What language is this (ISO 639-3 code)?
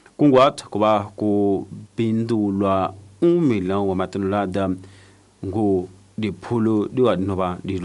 tso